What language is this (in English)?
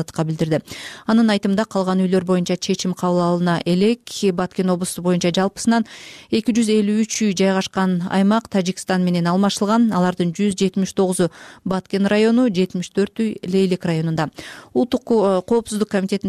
Kyrgyz